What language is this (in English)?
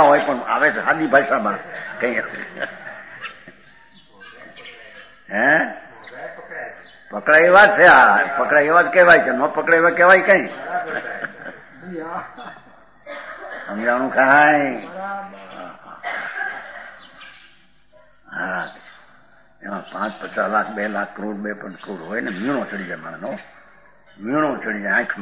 Gujarati